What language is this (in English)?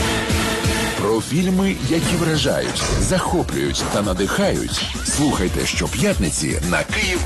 Ukrainian